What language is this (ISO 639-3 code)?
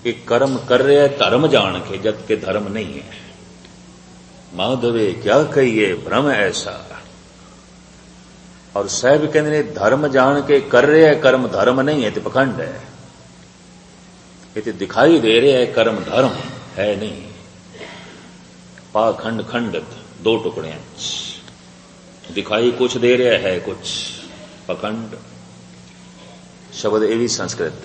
pan